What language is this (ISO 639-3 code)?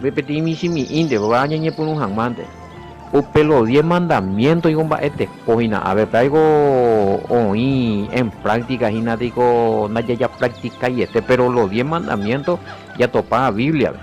grn